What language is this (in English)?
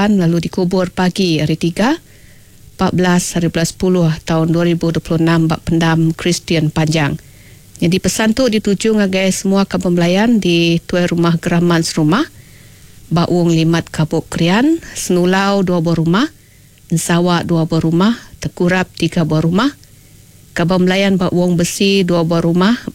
Iban